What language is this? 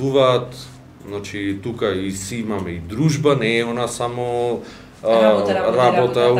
Macedonian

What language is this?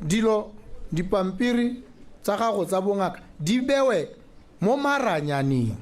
Tswana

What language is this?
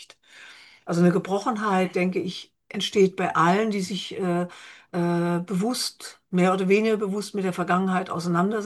German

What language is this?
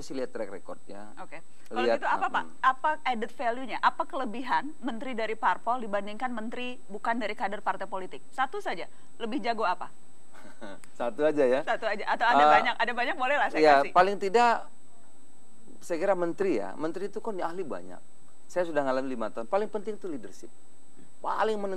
Indonesian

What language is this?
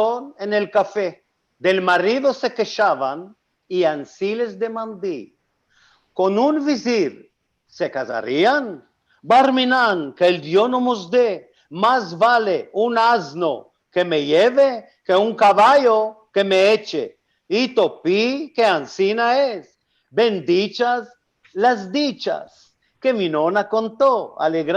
Ladino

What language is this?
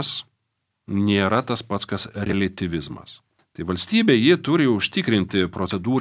Lithuanian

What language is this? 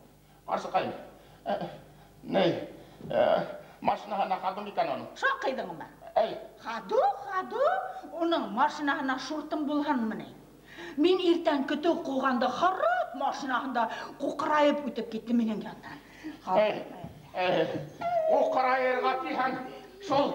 Bashkir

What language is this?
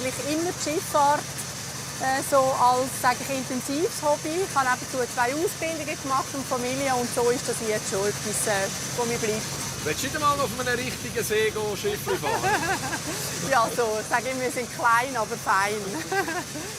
Swiss German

